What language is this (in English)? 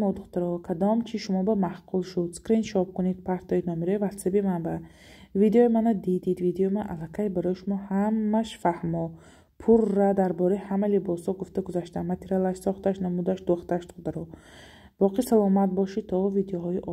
Tajik